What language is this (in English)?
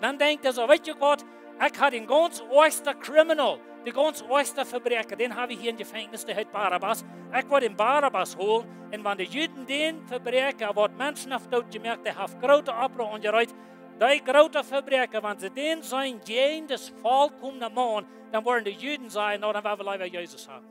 Plautdietsch